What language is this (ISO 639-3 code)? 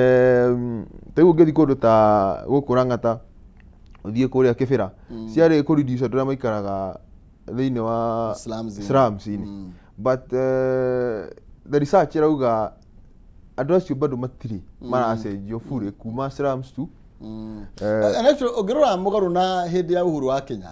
kik